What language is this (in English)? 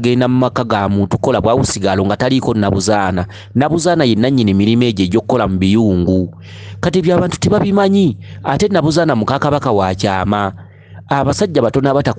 Ganda